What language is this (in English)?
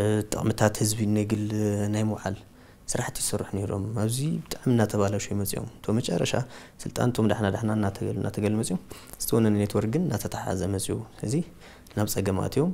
Tigrinya